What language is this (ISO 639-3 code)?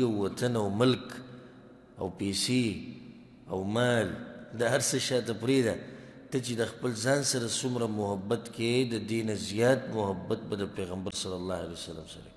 pus